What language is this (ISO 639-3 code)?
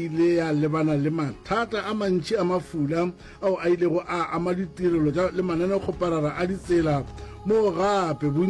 nso